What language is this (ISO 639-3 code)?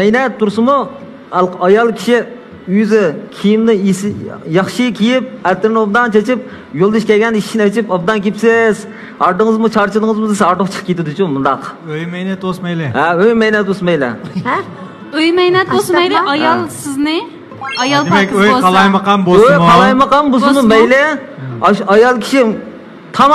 uig